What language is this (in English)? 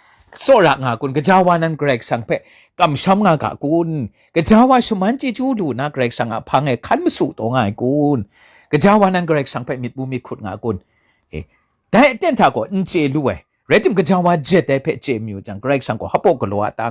Kachin